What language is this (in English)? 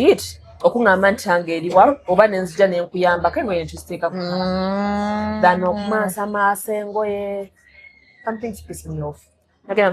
Ganda